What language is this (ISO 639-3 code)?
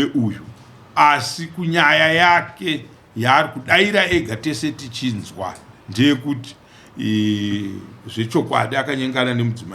sna